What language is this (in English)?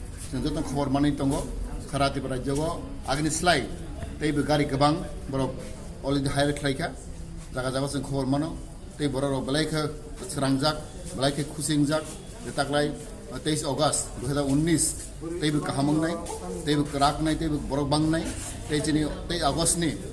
Kok Borok